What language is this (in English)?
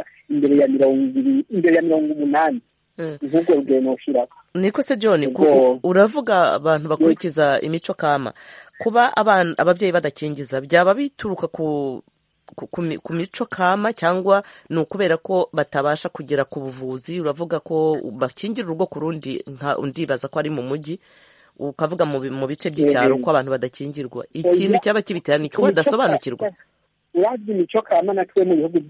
Kinyarwanda